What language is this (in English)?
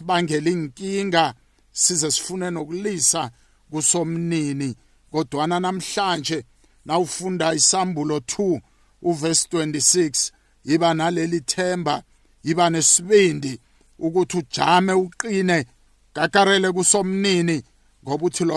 South Ndebele